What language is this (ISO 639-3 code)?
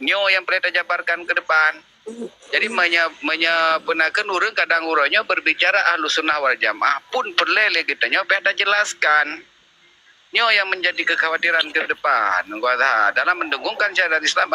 ace